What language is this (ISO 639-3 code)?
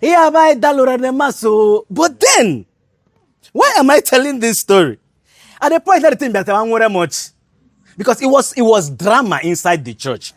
ibo